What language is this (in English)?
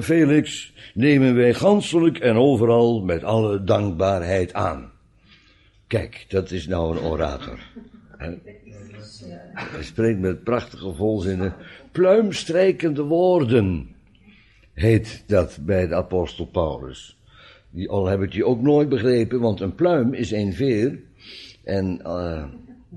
Dutch